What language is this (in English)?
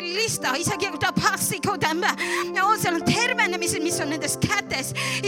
Estonian